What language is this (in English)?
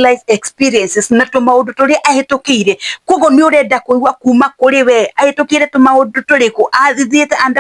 Kikuyu